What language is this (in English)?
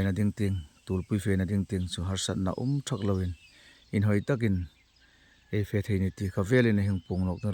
Hmar